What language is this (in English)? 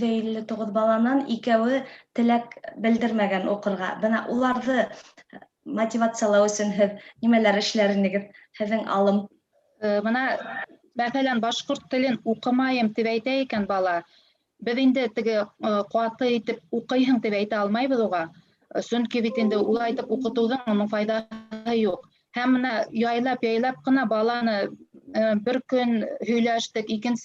Bashkir